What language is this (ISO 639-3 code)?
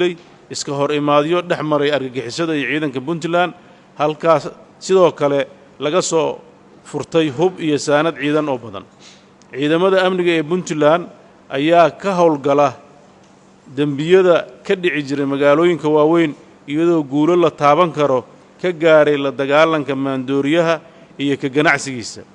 som